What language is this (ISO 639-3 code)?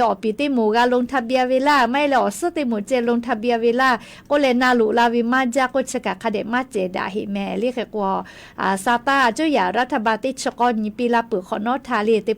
lhu